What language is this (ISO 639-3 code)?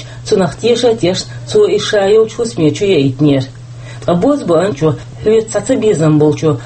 che